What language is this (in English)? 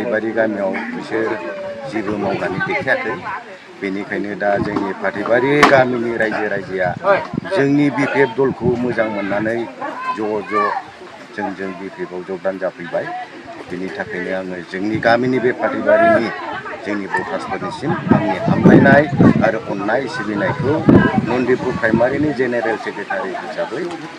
Bodo